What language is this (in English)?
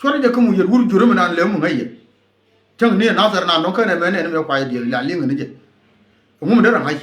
Nuer